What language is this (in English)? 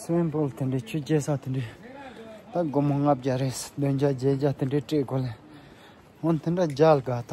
Tibetan